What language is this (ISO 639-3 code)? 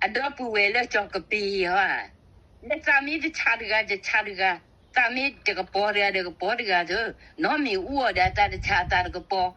ksw